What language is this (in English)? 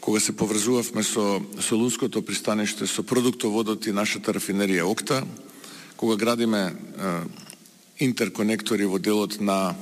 Macedonian